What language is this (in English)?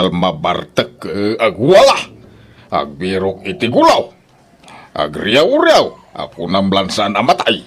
Iloko